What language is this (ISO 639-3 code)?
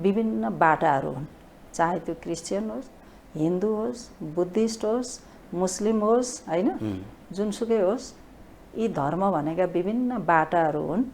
nep